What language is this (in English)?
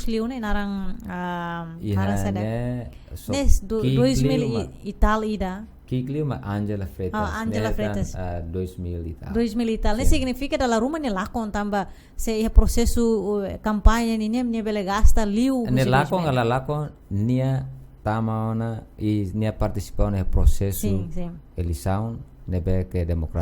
Tetum